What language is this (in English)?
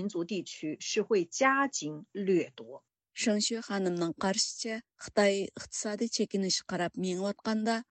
Uyghur